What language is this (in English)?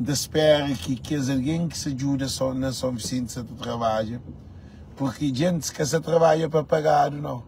Kabuverdianu